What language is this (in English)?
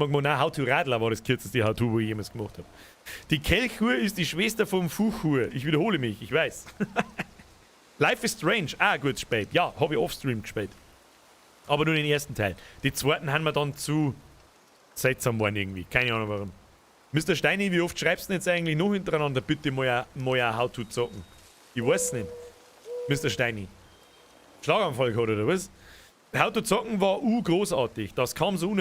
Bavarian